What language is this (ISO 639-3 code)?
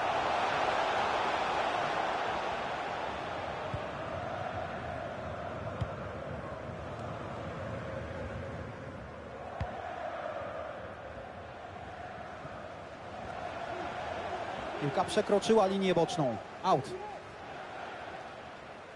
pol